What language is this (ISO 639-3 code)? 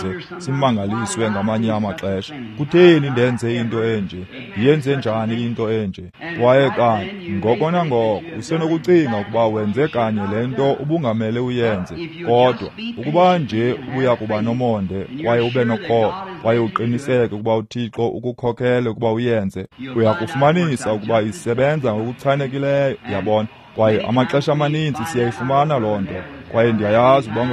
xho